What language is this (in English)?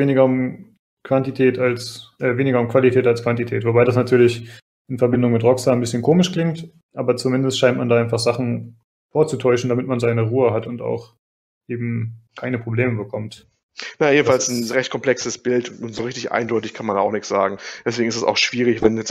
German